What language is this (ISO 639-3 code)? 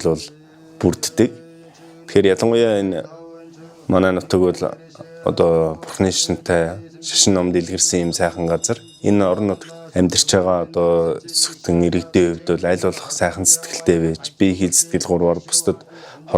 mon